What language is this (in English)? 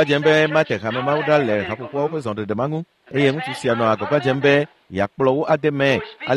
Ewe